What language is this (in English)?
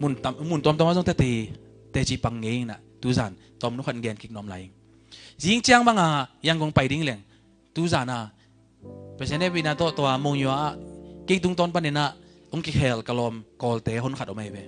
Tedim Chin